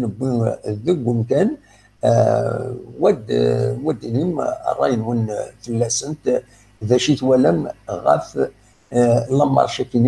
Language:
Kabyle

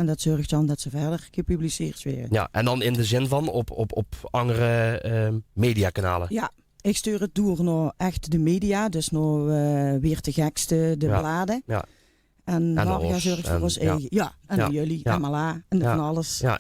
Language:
Limburgish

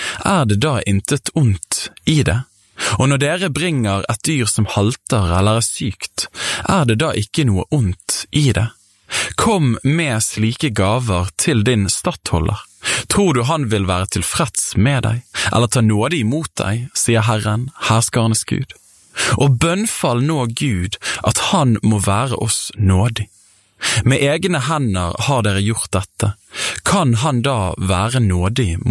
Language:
Norwegian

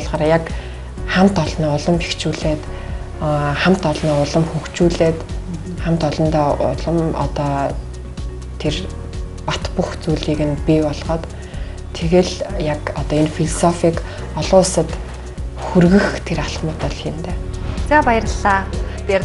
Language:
Mongolian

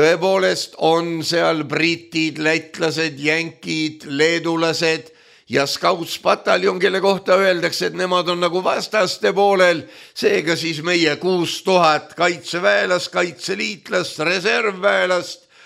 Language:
Estonian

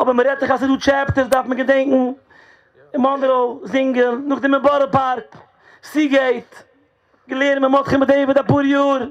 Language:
Yiddish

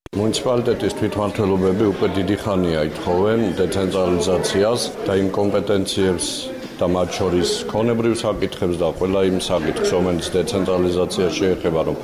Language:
Georgian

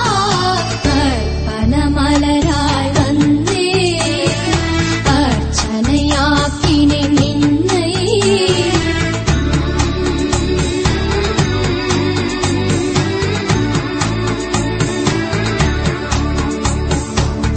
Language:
Tamil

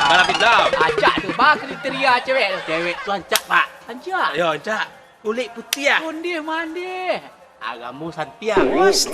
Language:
Minangkabau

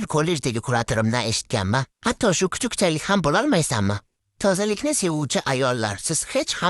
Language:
Uzbek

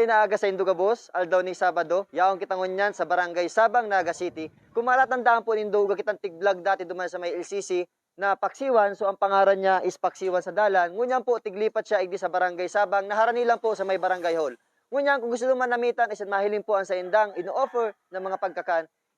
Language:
Bikol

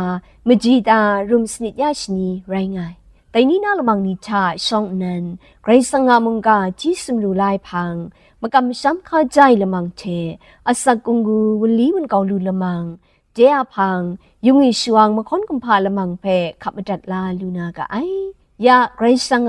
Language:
Kachin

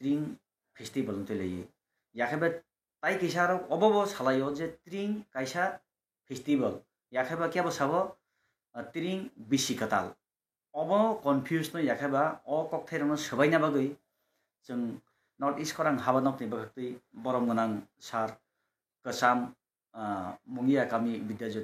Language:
Kok Borok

